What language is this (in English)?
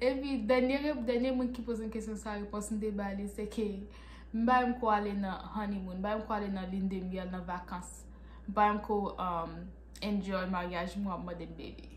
Haitian Creole